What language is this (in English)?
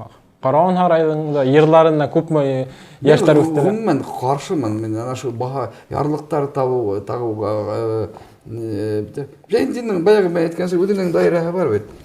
Bashkir